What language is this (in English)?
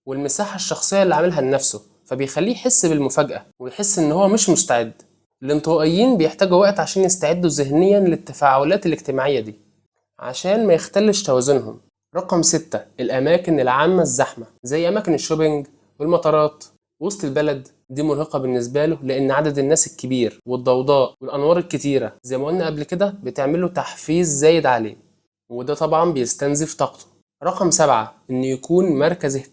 Egyptian Arabic